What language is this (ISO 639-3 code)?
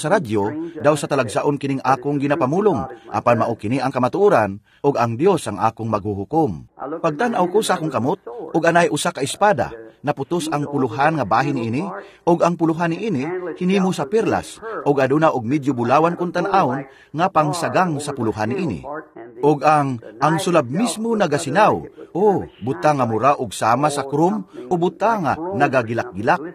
ceb